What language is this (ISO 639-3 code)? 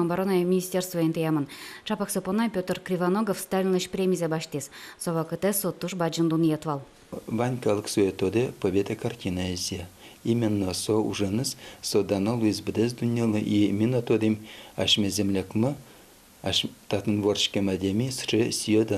udm